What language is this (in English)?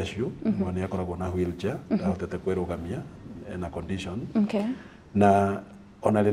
Kikuyu